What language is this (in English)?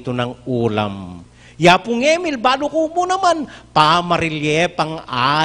Pampanga